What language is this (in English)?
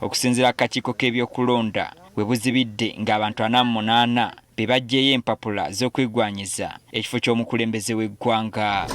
Ganda